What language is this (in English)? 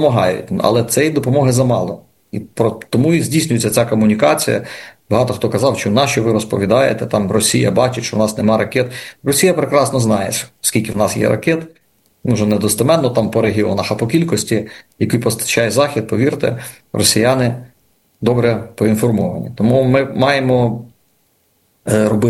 Ukrainian